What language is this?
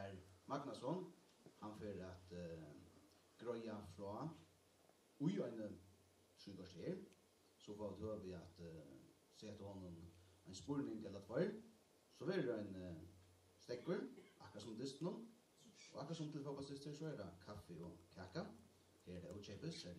Faroese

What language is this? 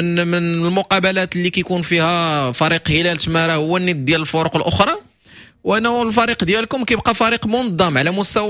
Moroccan Arabic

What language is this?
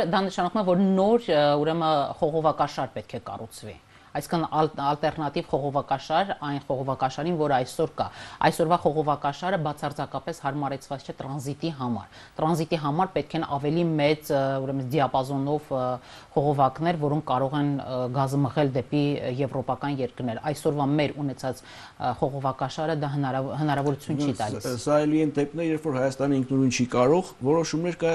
Armenian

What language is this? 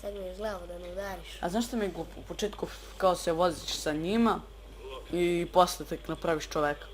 Bosnian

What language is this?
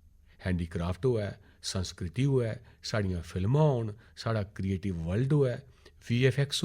Dogri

